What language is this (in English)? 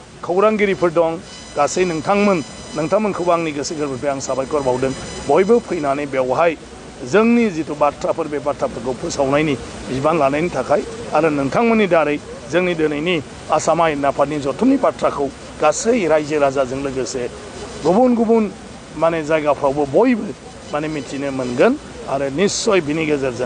Bodo